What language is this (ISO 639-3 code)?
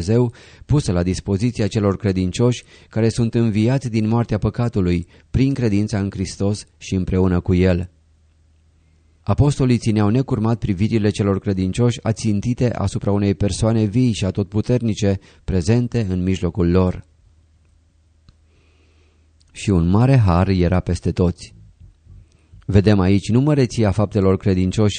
ron